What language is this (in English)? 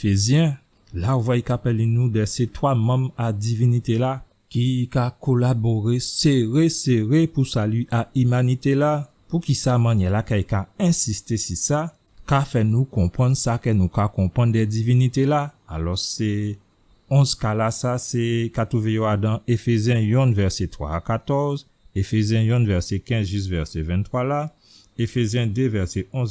Guadeloupean Creole French